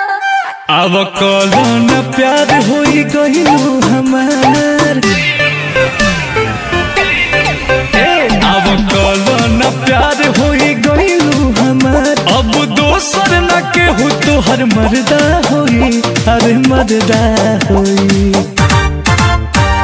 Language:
Bhojpuri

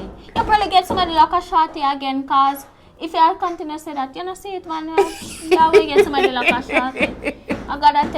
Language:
Jamaican Creole English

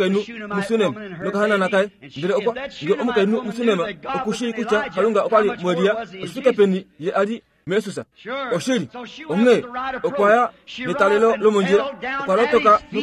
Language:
Kuanyama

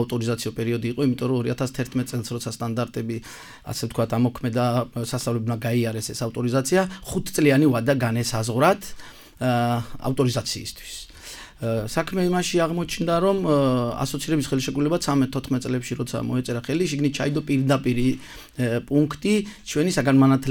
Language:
Georgian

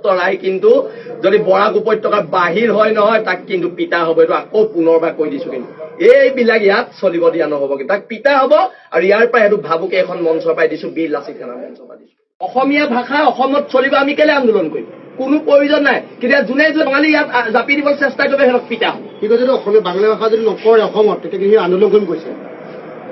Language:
Assamese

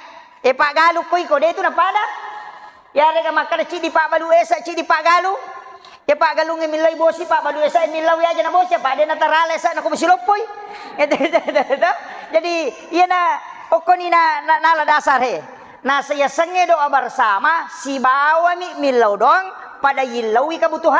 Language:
Buginese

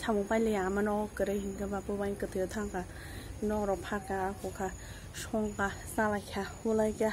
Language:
Kok Borok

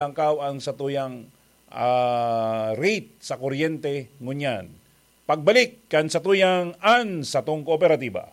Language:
Bikol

